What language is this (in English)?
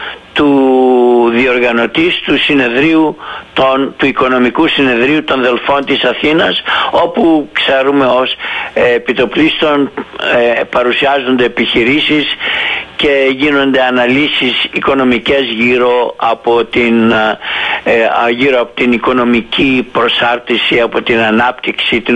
Greek